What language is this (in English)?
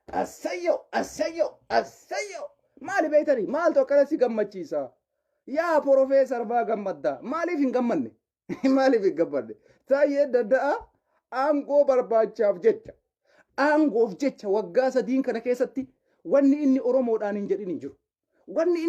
Oromo